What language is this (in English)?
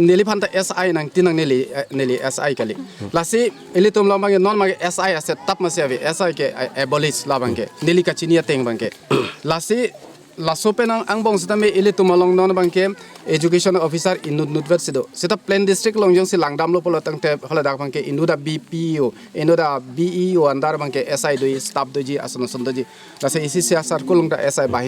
Karbi